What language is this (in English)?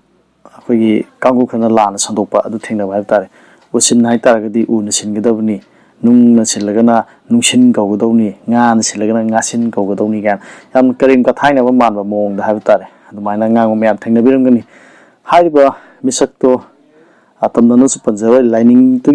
Manipuri